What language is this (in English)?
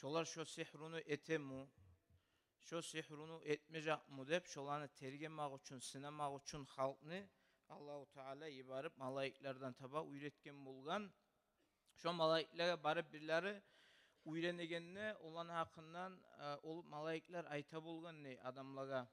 Kumyk